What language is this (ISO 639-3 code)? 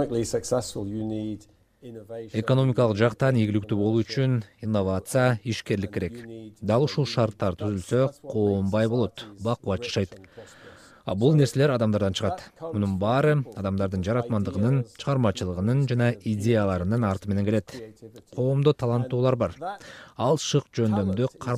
kir